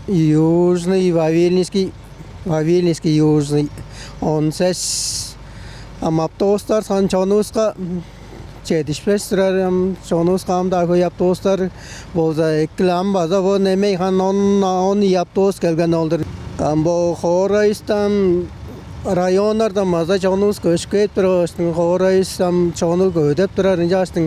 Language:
Tuvinian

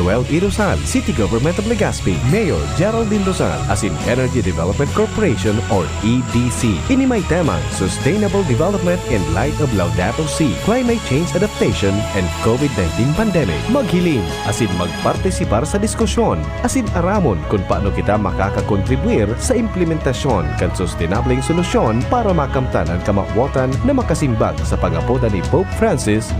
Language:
Bikol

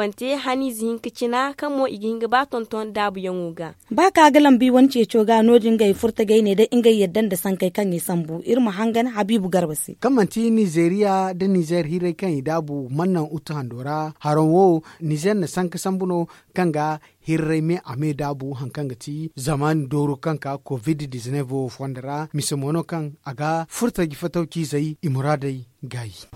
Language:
Zarma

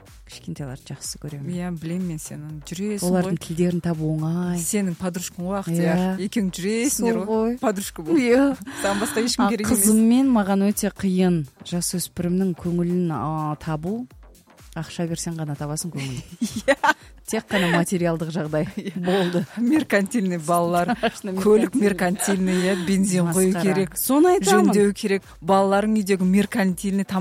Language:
Kazakh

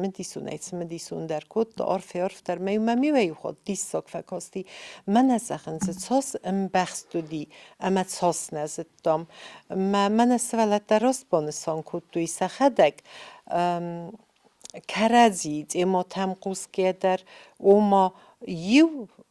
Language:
Ossetic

